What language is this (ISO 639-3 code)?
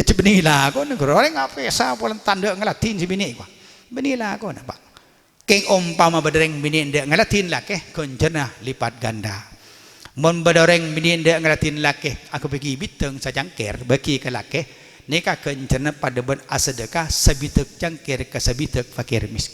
mad